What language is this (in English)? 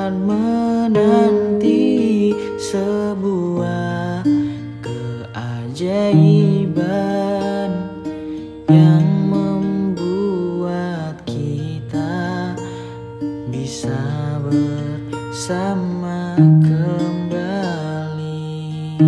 Indonesian